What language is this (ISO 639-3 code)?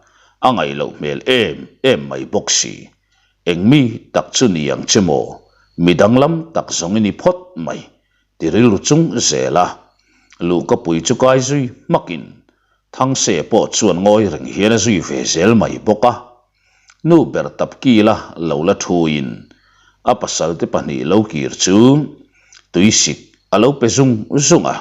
lus